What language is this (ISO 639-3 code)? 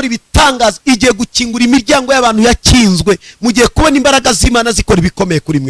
kin